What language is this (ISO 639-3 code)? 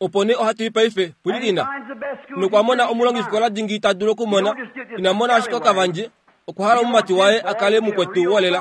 kua